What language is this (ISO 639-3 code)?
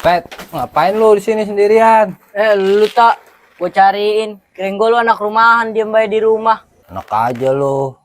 bew